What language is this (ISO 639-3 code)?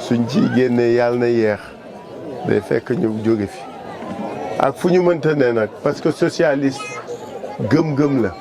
wol